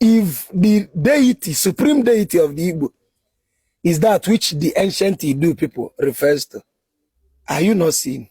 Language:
Igbo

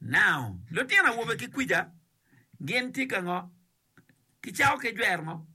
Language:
Acoli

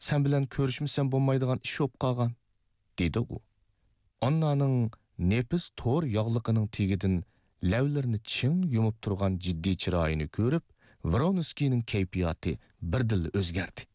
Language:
Uyghur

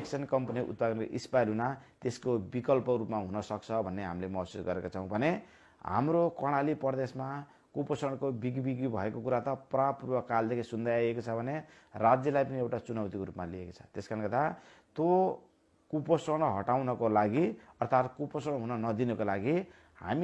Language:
Nepali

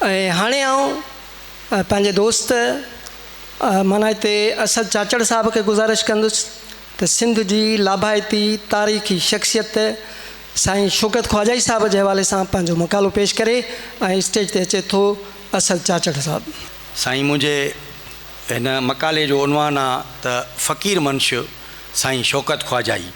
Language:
Sindhi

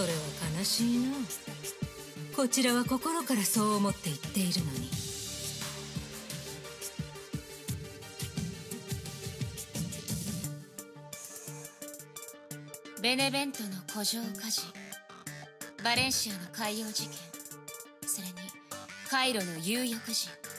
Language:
Japanese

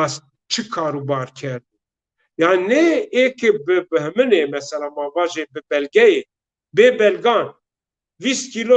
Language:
Zaza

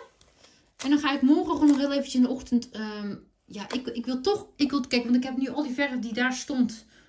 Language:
Dutch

